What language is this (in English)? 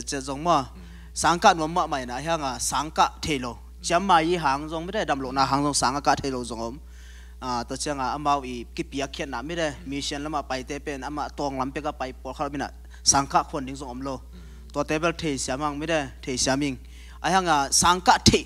Tedim Chin